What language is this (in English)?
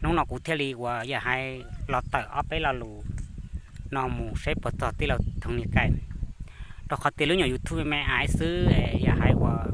Hmong